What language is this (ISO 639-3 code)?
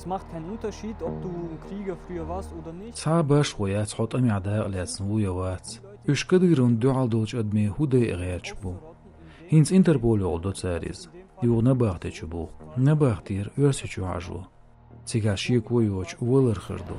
che